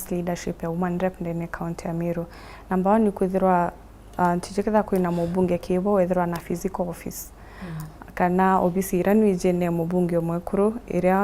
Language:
Meru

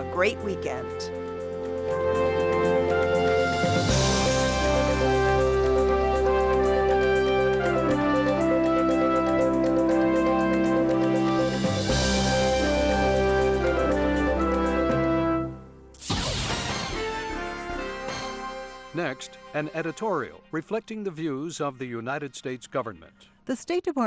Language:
English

